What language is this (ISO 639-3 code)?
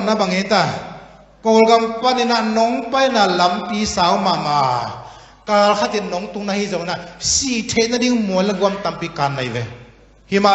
ctd